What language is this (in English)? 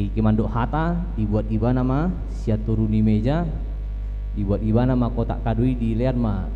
Batak Toba